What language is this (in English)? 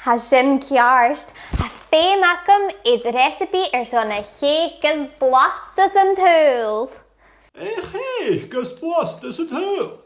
Scottish Gaelic